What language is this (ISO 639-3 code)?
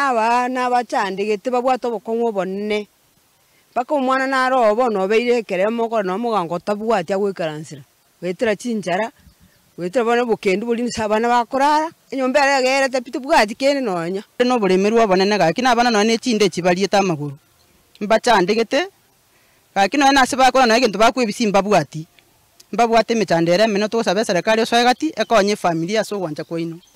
guz